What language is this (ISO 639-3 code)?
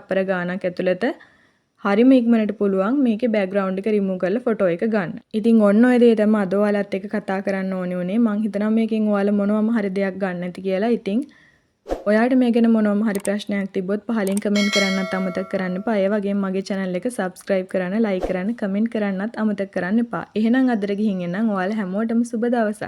sin